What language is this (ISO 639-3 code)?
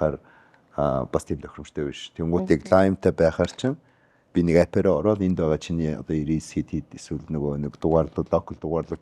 mon